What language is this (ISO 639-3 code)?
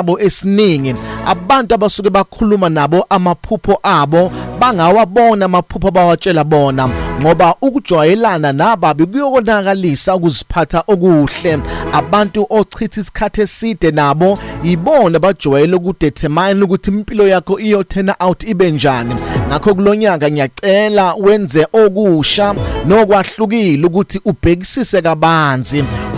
zul